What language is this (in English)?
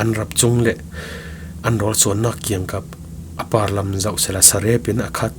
Falam Chin